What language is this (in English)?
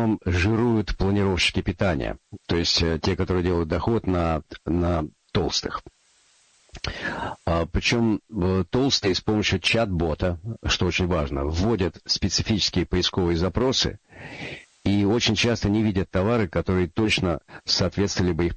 Russian